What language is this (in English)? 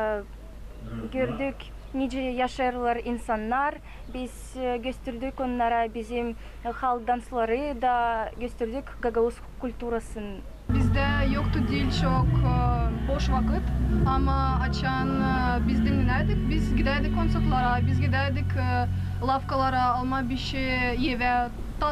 Gagauz